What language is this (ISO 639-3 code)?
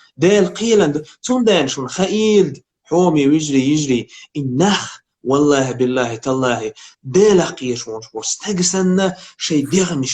che